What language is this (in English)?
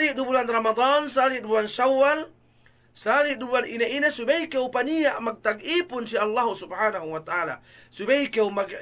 Yakan